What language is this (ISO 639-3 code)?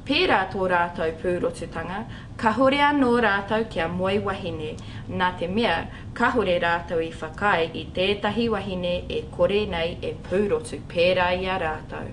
mri